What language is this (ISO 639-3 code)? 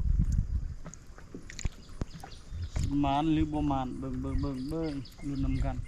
lao